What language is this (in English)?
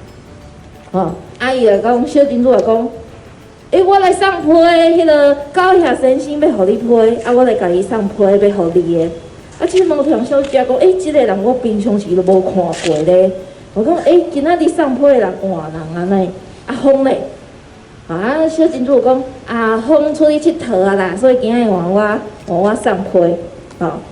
Min Nan Chinese